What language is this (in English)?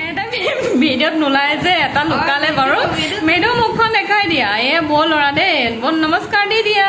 Assamese